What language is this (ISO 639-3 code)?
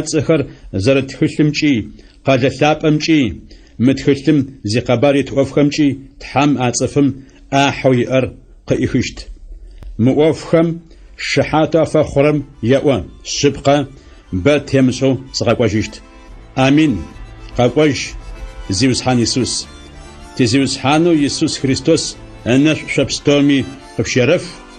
ady